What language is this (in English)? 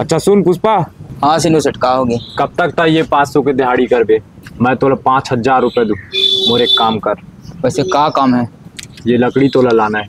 Chhattisgarhi